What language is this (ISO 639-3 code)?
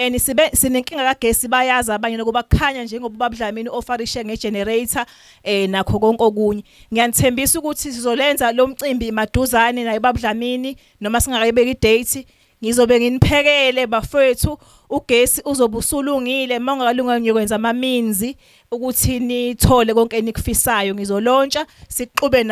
zul